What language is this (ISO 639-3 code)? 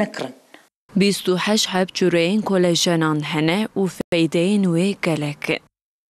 kur